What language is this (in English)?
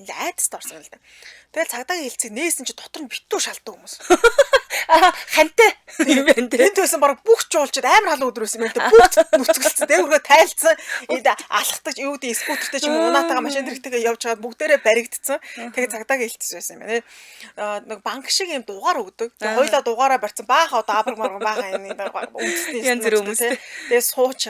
Mongolian